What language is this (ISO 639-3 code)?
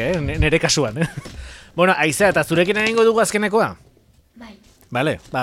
eus